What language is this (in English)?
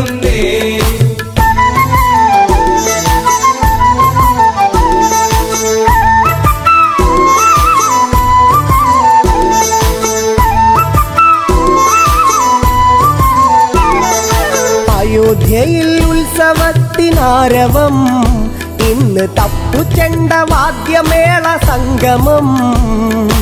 Malayalam